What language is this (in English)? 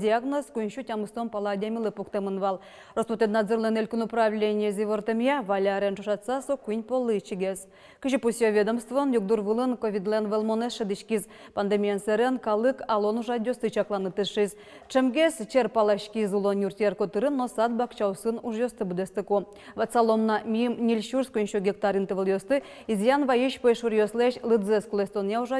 Udmurt